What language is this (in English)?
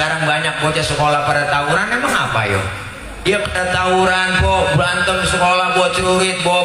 Betawi